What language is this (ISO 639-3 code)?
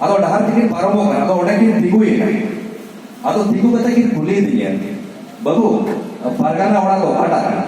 sat